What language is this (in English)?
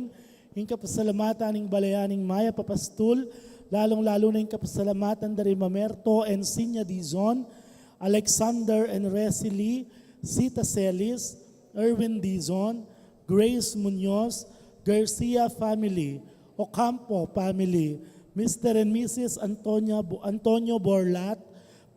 Pampanga